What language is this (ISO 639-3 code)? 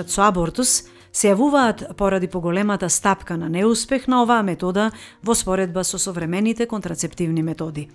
mkd